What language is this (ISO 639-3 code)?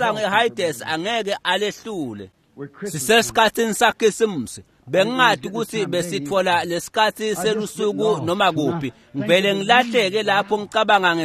ssw